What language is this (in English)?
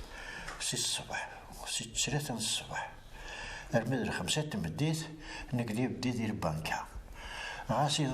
Kabyle